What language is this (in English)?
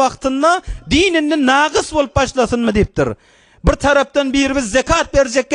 Turkmen